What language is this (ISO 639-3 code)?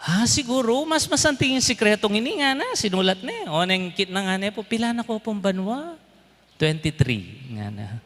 pam